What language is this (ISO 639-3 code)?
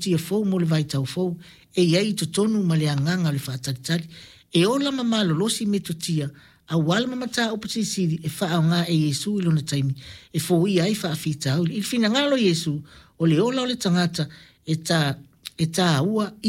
smo